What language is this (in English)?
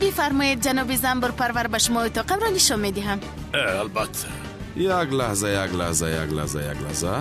Tajik